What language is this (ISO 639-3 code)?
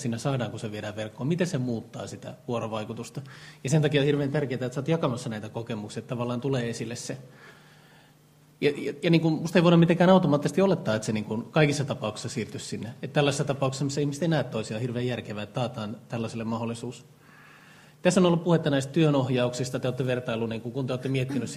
fin